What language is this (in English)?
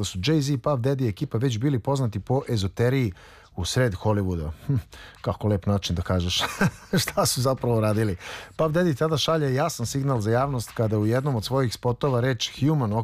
Serbian